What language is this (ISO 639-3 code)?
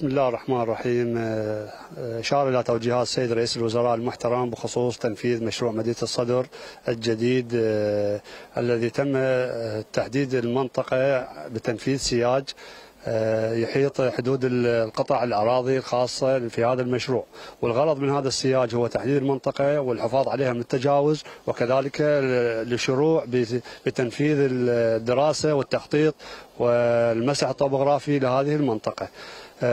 acm